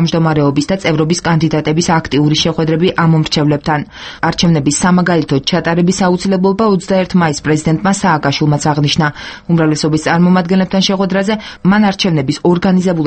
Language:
Georgian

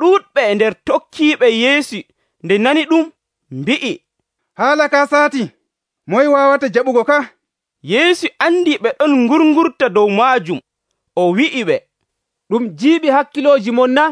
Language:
Nigerian Fulfulde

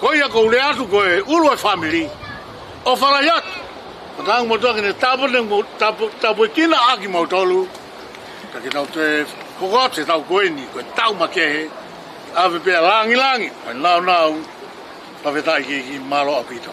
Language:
Tongan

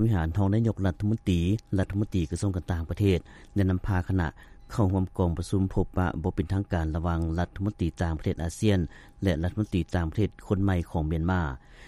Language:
Lao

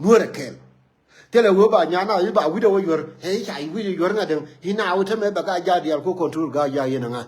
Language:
Nuer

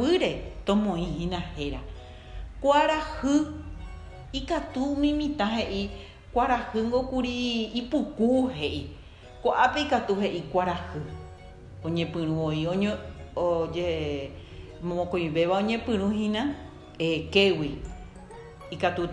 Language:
Guarani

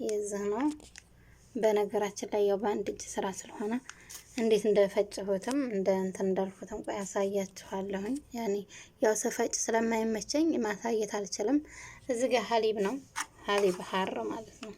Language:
Amharic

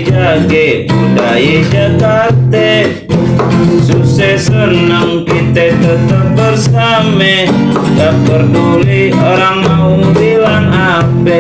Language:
Betawi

